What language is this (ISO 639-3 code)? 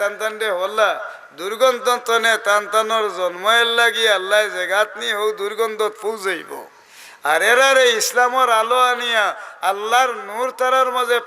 syl